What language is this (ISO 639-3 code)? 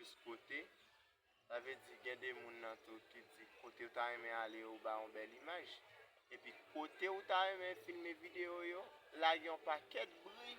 hat